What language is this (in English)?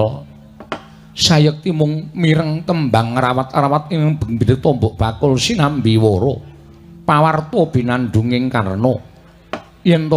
Javanese